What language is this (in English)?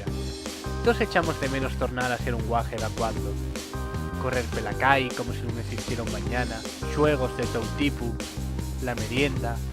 Asturian